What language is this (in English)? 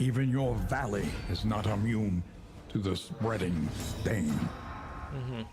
Rusyn